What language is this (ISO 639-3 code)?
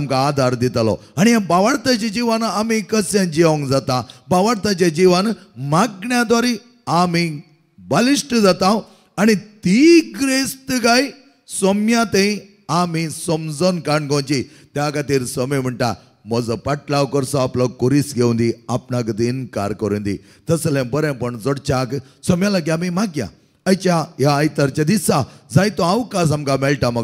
kok